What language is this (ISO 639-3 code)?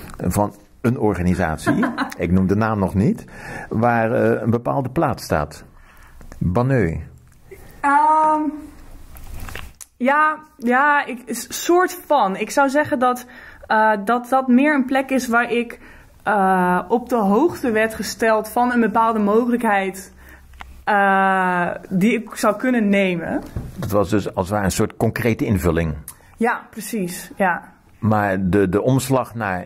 nld